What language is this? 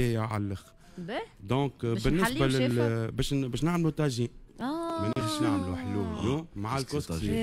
Tunisian Arabic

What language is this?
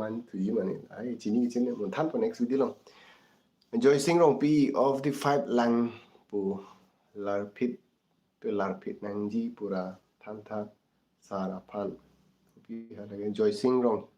Karbi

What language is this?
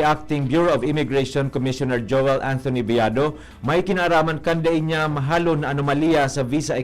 Bikol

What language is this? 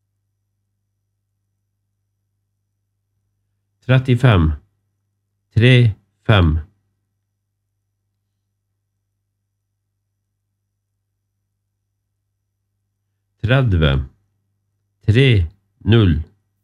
Norwegian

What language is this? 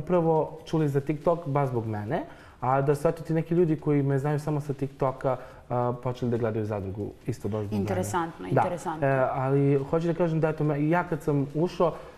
Serbian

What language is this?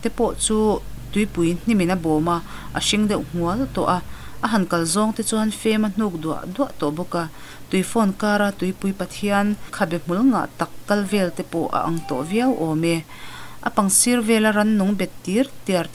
Mizo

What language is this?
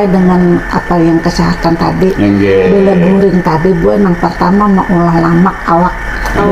Banjar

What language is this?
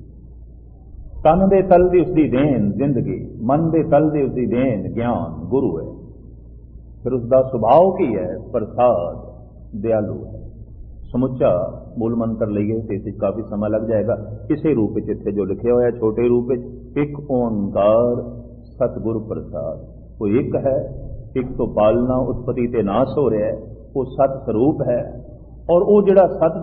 Punjabi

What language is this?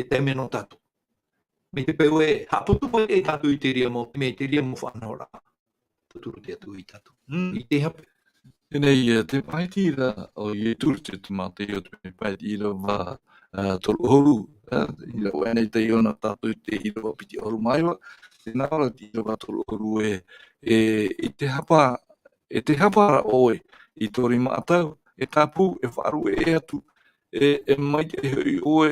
Tahitian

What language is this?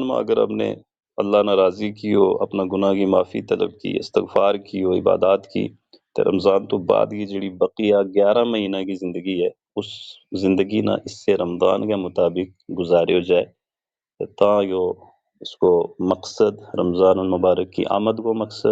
Gujari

